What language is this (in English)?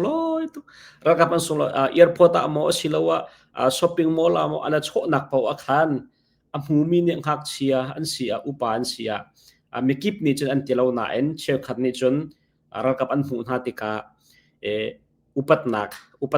Hakha Chin